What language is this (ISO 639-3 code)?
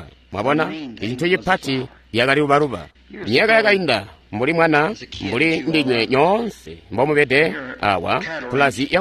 toi